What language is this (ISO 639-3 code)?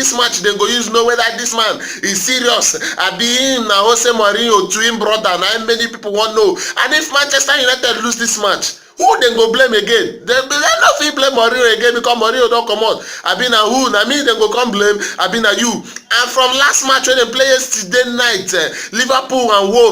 pcm